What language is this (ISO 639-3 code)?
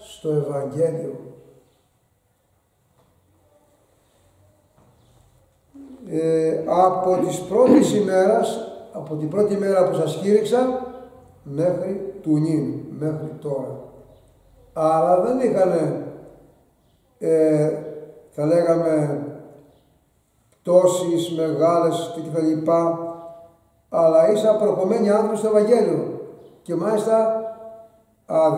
ell